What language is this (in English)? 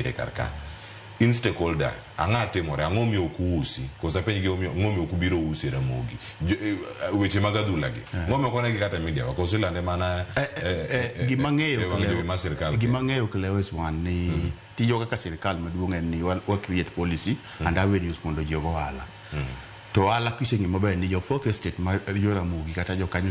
Luo (Kenya and Tanzania)